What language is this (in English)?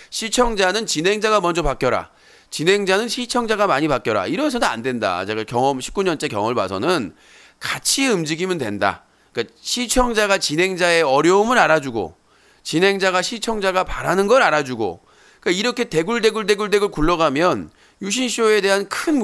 Korean